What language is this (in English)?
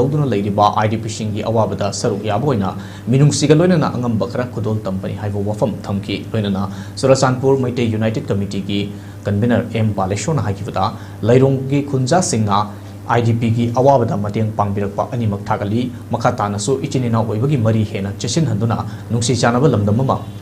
Manipuri